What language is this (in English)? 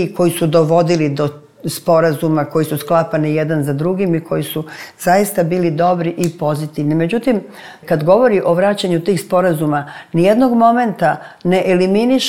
Serbian